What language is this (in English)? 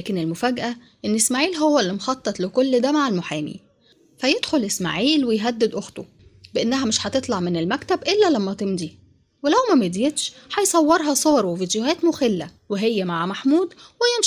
Egyptian Arabic